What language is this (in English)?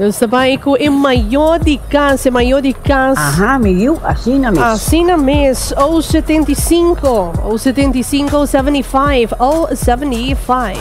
Papiamento